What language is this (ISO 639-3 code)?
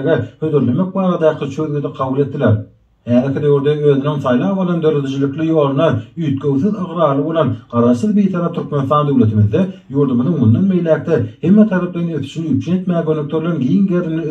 tuk